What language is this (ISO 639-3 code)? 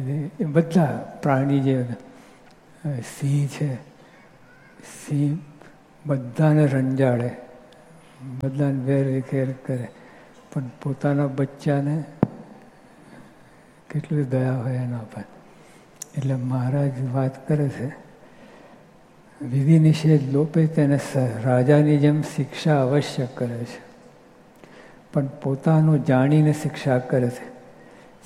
guj